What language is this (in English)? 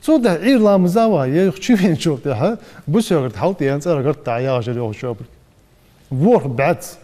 Ingush